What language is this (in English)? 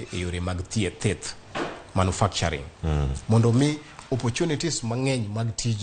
Luo (Kenya and Tanzania)